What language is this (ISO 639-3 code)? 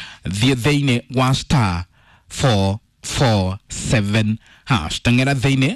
kik